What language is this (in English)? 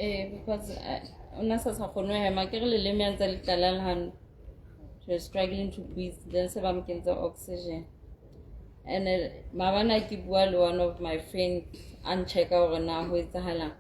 Southern Sotho